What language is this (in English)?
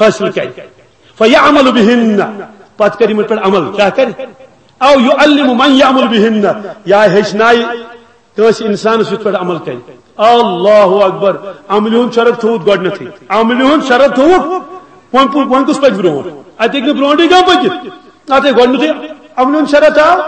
Kashmiri